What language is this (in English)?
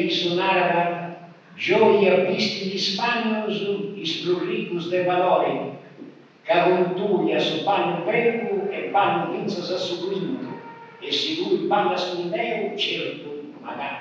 Sardinian